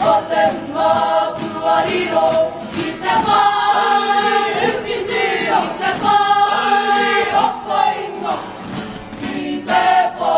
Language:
Māori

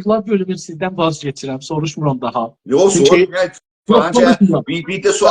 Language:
South Azerbaijani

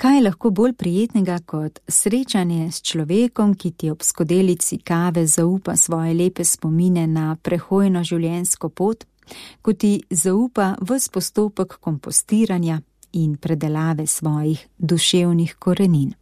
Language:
Slovenian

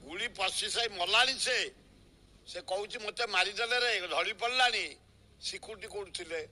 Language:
Odia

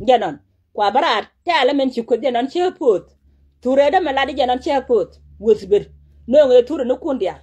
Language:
Nuer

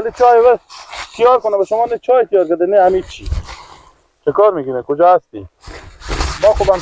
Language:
Persian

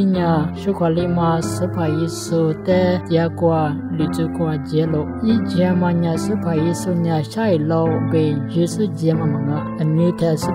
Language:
Lisu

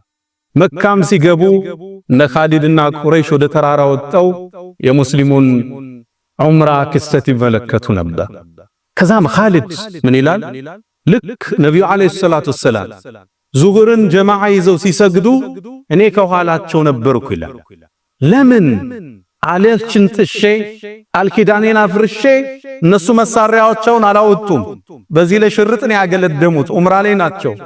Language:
Amharic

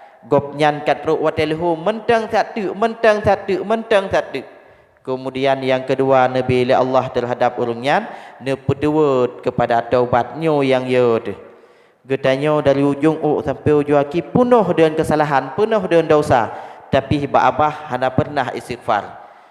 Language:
Achinese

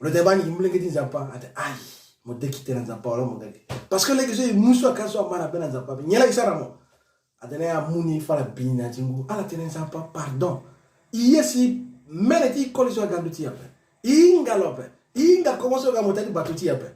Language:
Sango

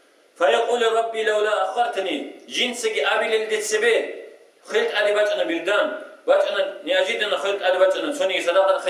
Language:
Avaric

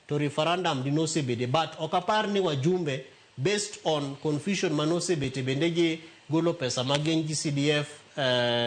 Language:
Luo (Kenya and Tanzania)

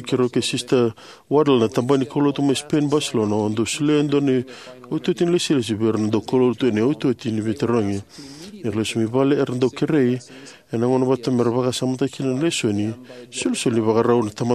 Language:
Fijian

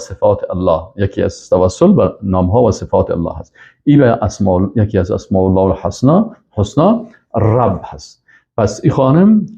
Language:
Persian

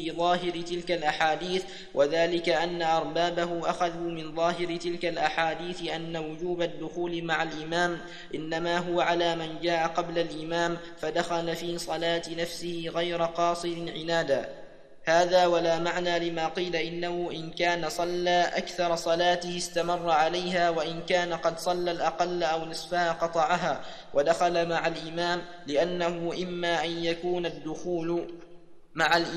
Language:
Arabic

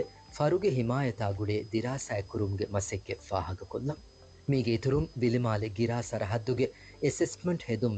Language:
Divehi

